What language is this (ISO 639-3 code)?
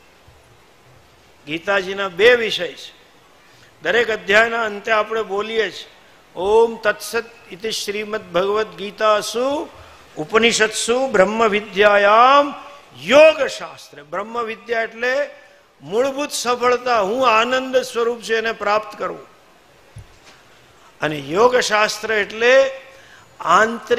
guj